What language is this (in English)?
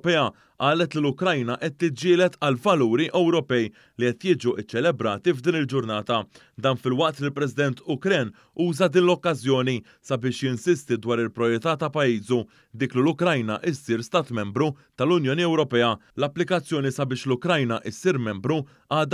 Maltese